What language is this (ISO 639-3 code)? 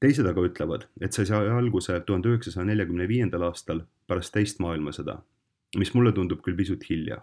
est